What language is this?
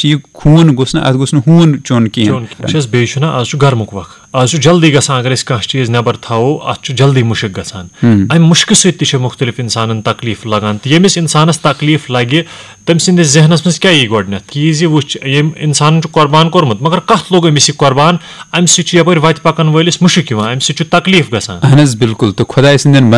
Kashmiri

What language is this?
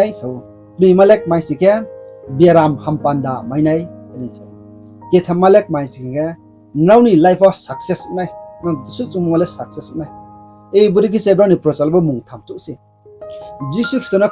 Riang (India)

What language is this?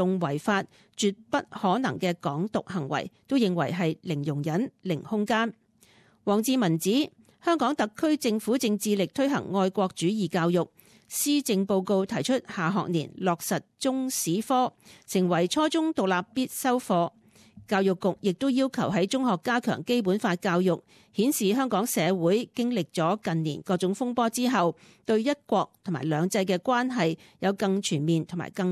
Cantonese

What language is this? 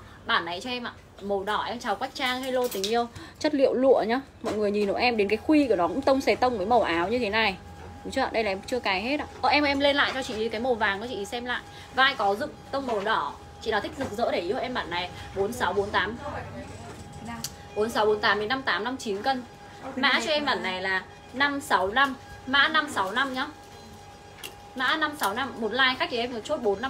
Vietnamese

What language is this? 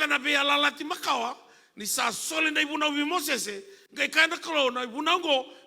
Fijian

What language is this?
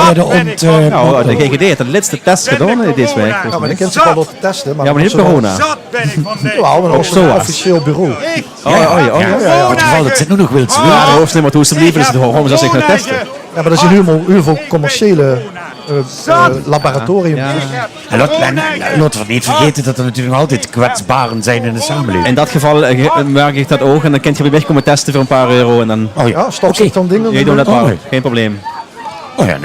Limburgish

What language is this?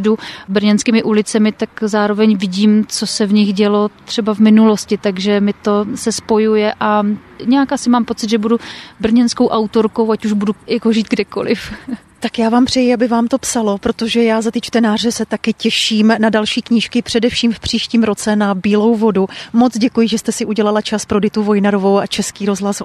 Czech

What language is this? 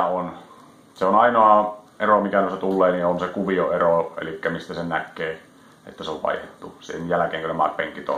Finnish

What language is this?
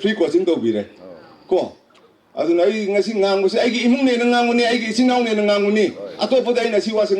Manipuri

